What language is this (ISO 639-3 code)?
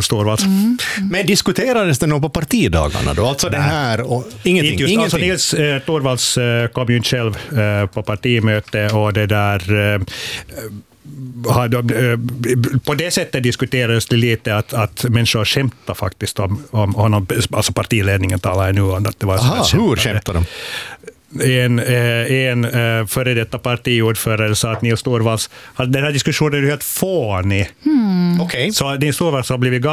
swe